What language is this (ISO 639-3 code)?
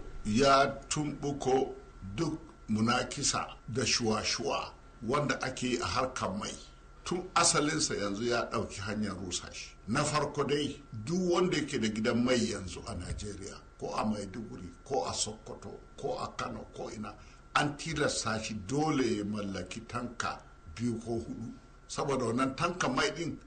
hau